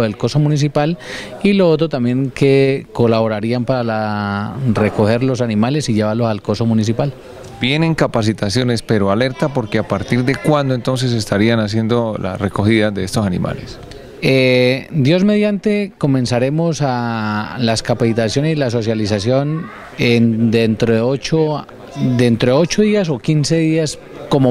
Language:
Spanish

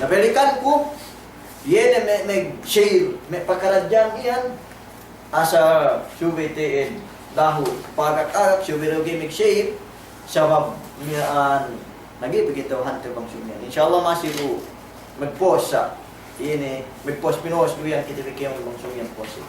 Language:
Yakan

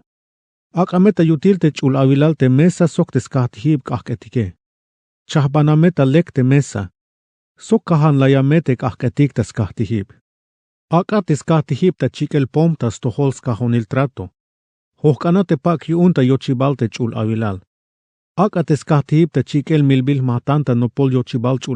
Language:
Tzeltal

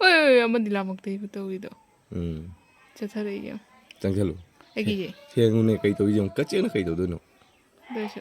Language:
Manipuri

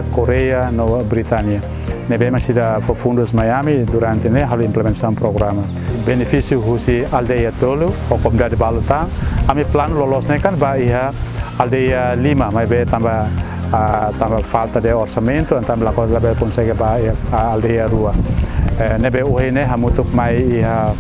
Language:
Tetum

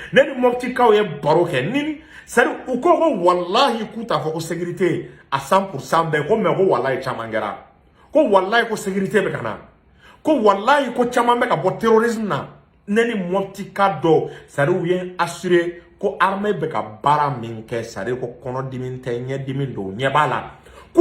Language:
Bambara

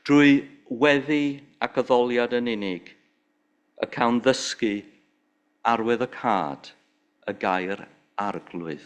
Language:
Welsh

